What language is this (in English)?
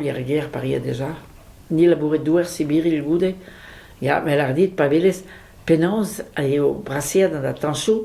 Breton